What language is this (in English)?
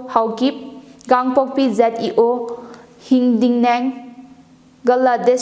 Tangkhul Naga (India)